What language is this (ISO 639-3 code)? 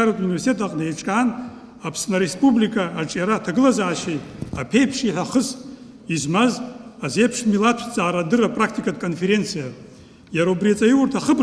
abk